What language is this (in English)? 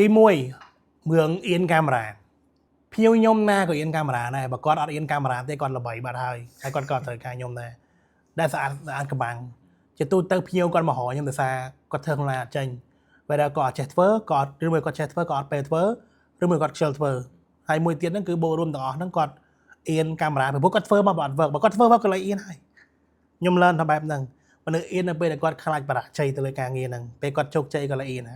Khmer